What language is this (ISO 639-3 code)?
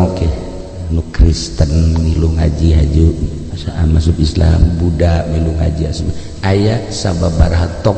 sun